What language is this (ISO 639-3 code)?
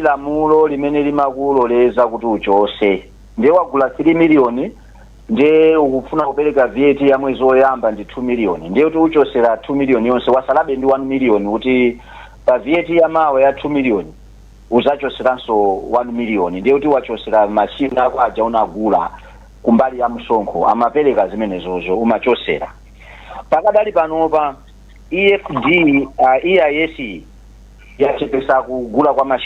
nya